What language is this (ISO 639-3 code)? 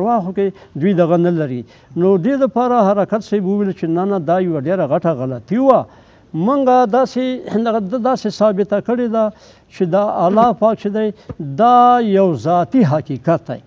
pus